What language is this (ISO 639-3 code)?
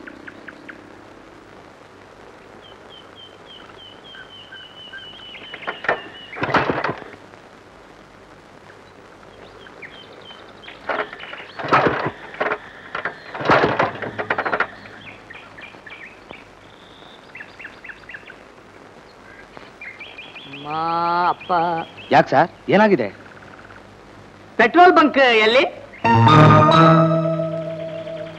kan